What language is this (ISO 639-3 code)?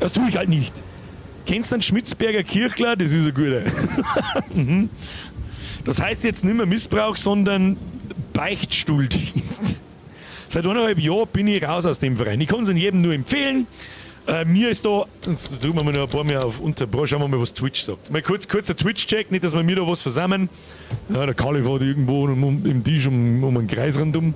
bar